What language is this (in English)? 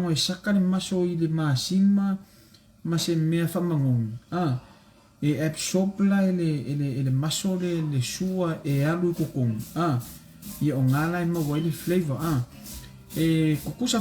Samoan